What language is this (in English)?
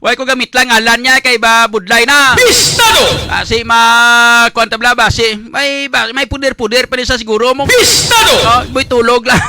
Hiligaynon